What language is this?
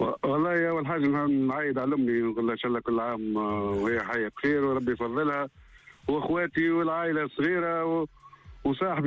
Tunisian Arabic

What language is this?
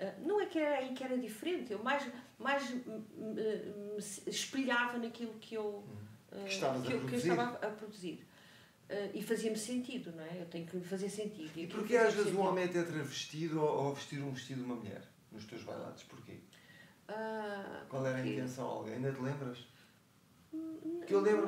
Portuguese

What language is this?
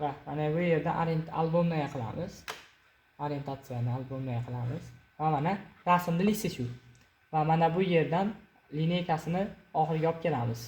Uzbek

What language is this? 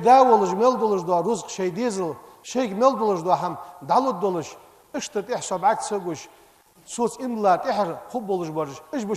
Ingush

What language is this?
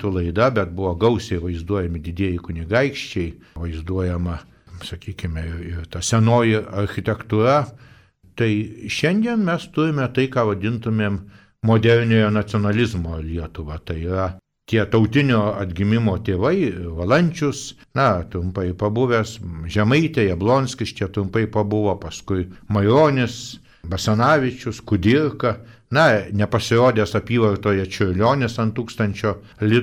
Lithuanian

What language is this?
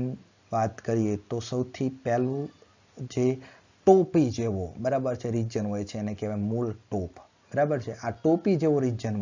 Gujarati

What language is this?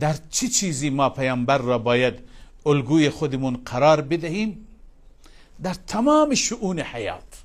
Persian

